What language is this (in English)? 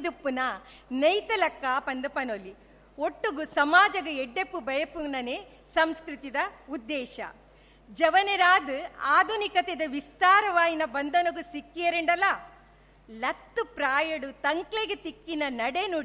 Tulu